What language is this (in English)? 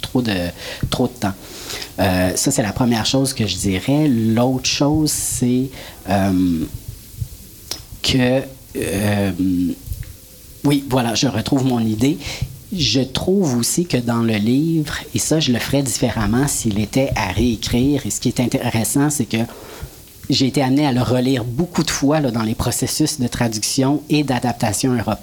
French